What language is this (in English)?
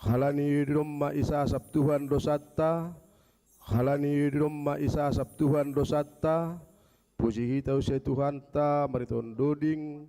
Batak Simalungun